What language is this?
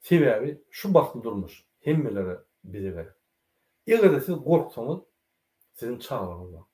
Turkmen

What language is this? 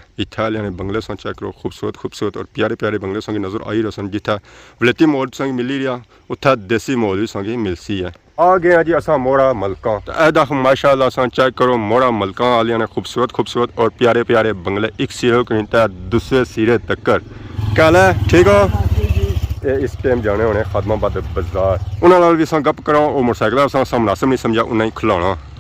Pahari-Potwari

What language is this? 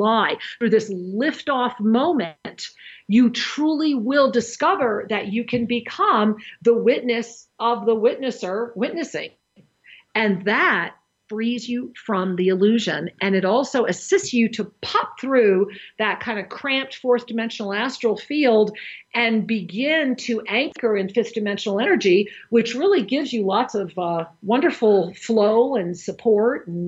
English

